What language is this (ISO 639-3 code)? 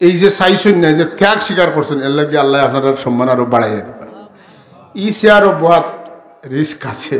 syl